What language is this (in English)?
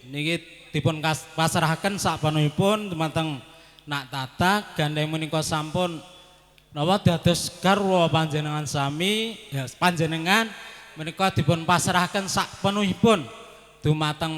Javanese